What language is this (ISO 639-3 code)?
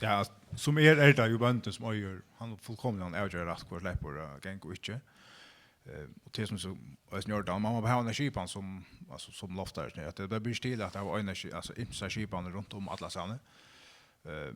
fao